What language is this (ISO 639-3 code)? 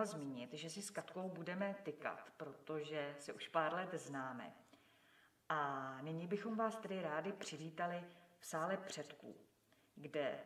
ces